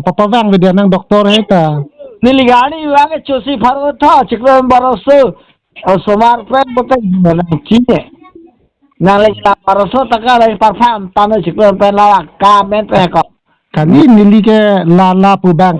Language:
Karbi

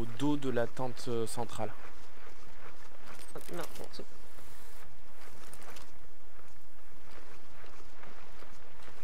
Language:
French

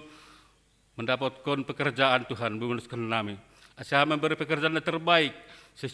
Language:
Batak Simalungun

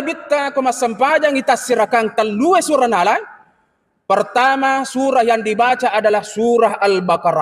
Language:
Buginese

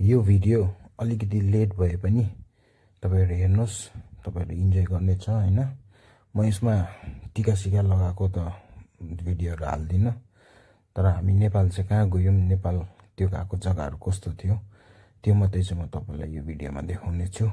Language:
Nepali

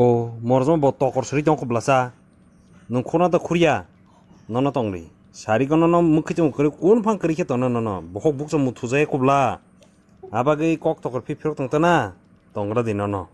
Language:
Kok Borok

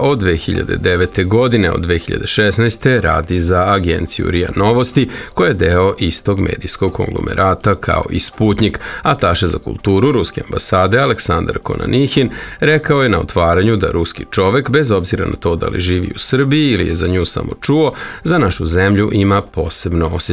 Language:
Serbian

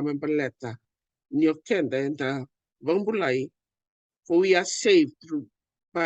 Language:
Fijian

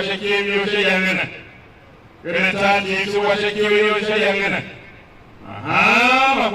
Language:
Tiv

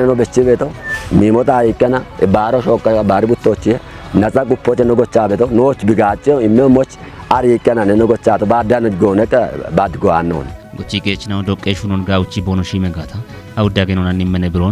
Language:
Kafa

